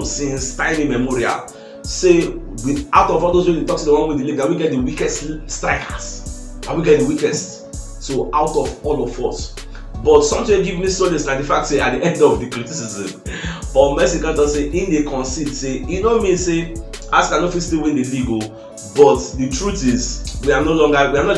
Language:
Nigerian Pidgin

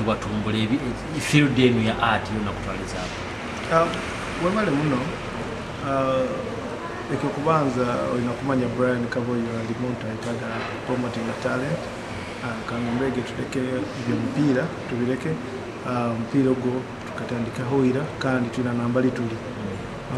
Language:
Nyoro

